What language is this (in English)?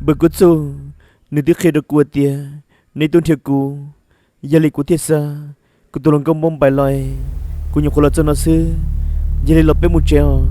Hmong